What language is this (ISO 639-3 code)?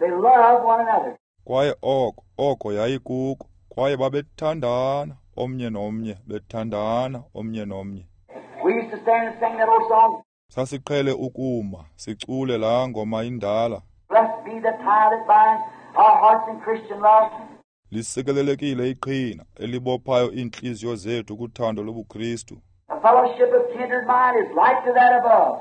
xho